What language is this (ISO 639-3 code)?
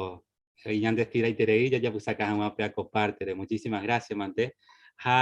grn